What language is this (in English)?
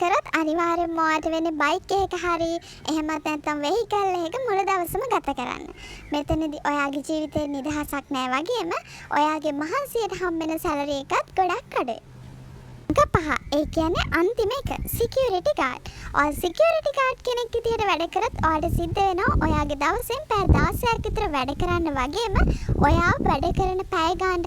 Sinhala